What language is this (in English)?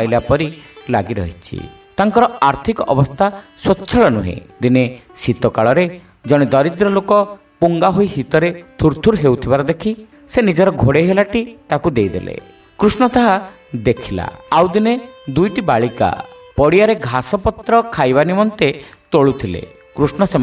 Odia